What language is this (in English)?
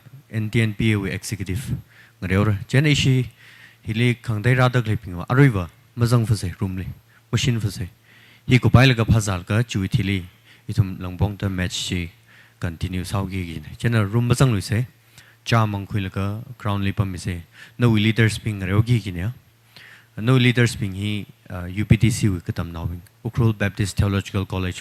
Tangkhul Naga (India)